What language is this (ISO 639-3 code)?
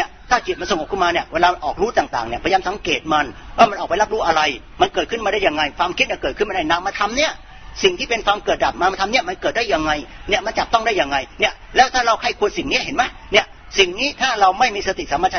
tha